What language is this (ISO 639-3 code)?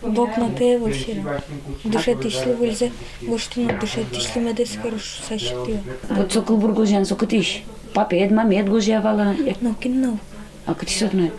udm